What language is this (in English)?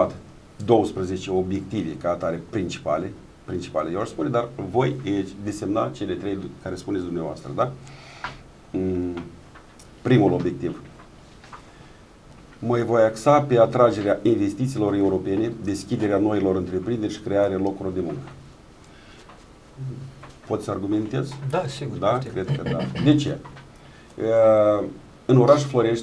Romanian